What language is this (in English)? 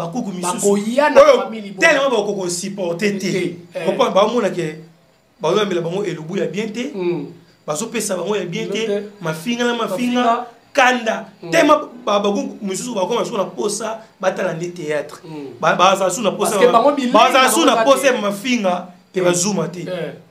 Lingala